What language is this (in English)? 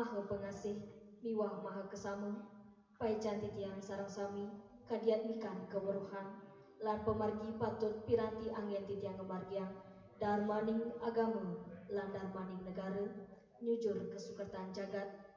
Balinese